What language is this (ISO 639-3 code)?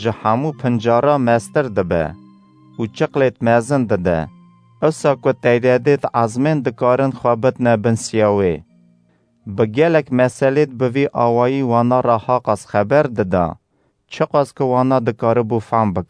kur